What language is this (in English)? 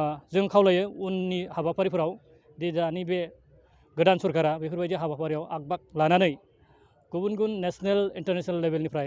Bodo